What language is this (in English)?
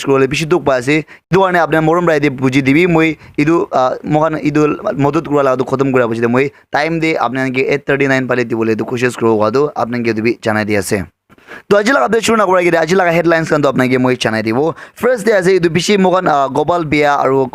Naga Pidgin